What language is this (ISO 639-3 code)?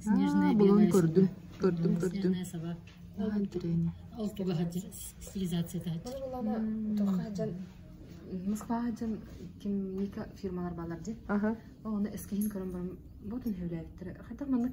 sah